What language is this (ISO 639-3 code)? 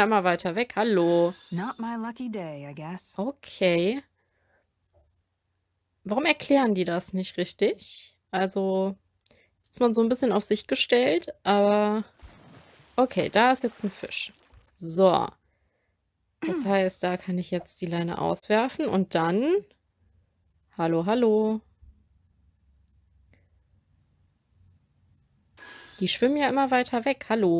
deu